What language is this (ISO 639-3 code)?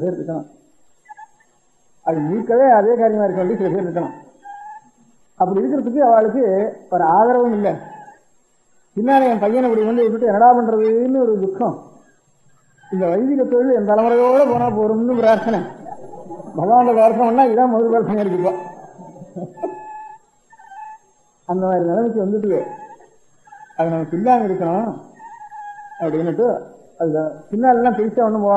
tam